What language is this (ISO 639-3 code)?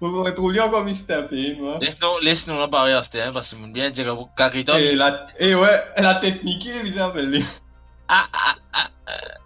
mfe